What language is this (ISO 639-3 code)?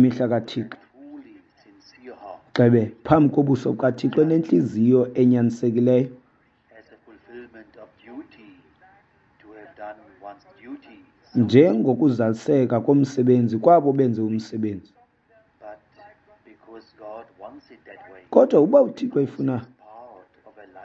xho